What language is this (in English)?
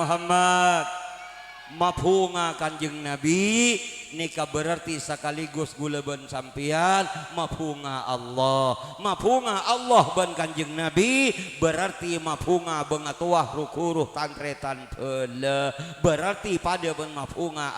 Madurese